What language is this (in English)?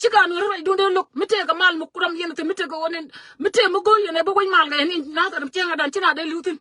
Nuer